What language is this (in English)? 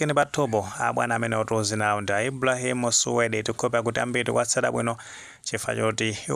Nyanja